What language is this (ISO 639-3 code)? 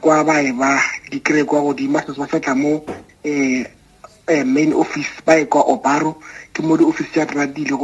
nso